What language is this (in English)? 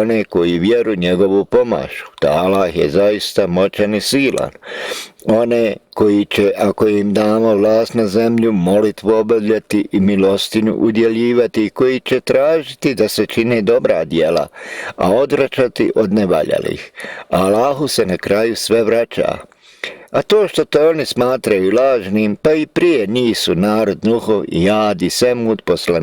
Bosnian